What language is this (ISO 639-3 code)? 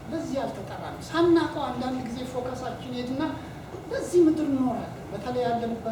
amh